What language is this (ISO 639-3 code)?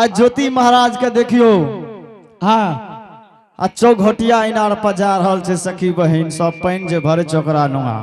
anp